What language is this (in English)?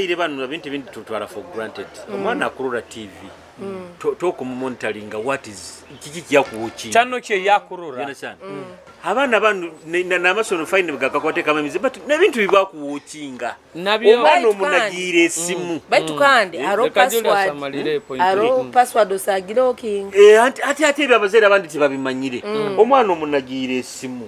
Nyoro